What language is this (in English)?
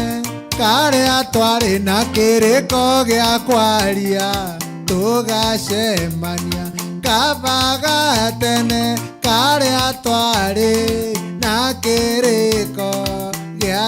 Meru